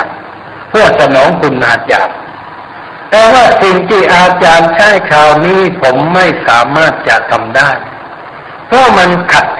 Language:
Thai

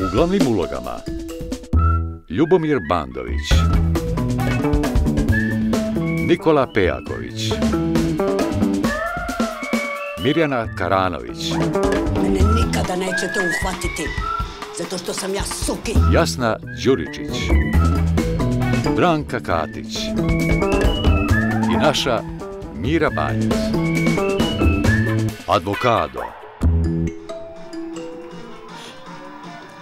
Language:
Serbian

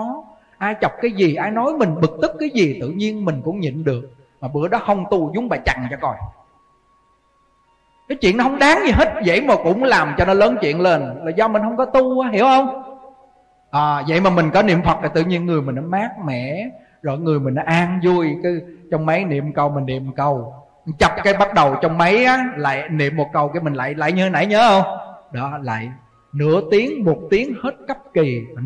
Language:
Vietnamese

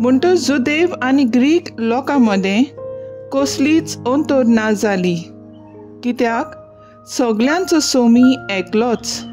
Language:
Konkani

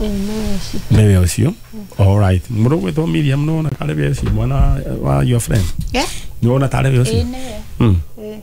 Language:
Kikuyu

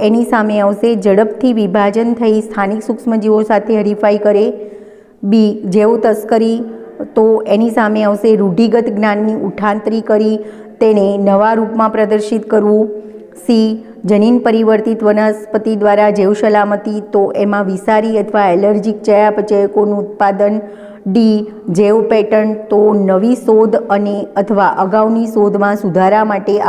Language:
Gujarati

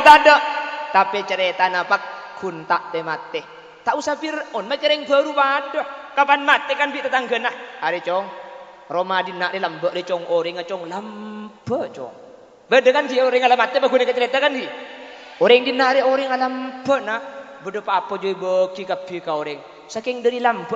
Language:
Madurese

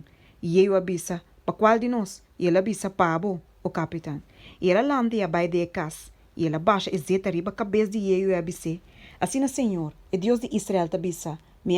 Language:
Papiamento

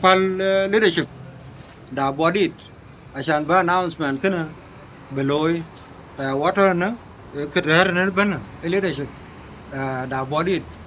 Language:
Dinka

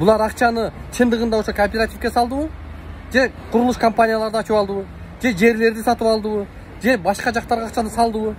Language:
Kyrgyz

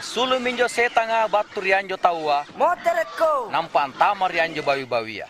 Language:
Makasar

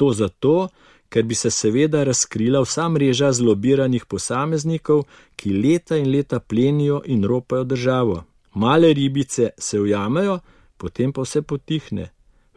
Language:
Slovenian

